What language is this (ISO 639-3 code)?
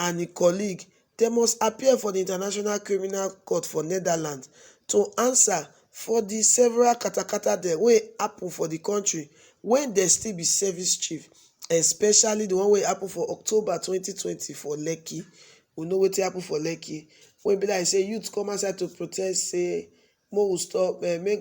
pcm